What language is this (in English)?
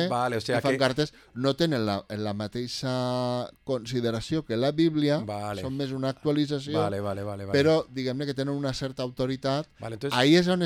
Catalan